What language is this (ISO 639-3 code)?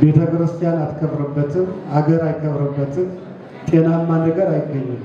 amh